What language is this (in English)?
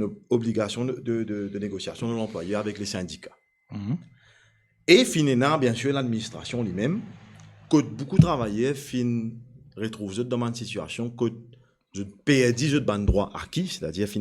Morisyen